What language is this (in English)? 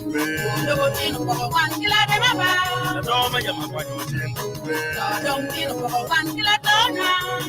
Acoli